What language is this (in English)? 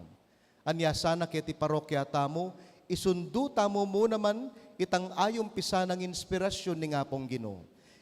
Pampanga